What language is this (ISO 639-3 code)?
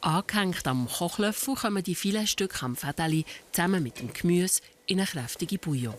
gsw